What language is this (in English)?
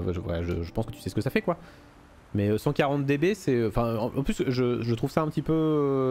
French